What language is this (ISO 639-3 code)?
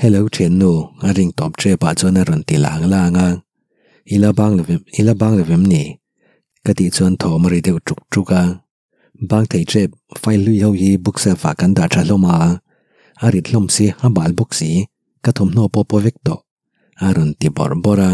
lus